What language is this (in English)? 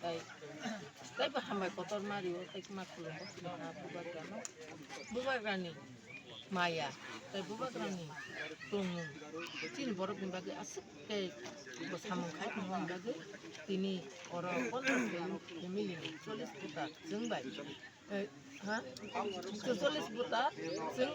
Kok Borok